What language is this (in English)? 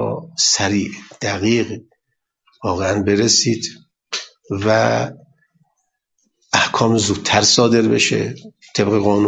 Persian